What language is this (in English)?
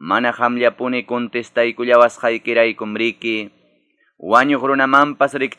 Quechua